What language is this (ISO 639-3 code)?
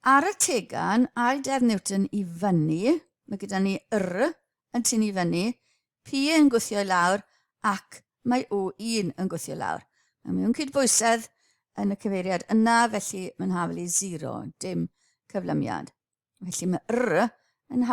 cym